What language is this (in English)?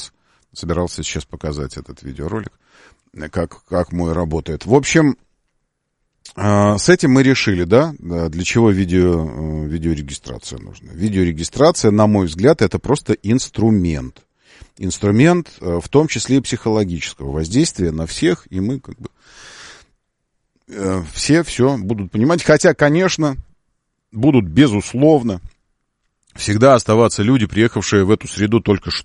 Russian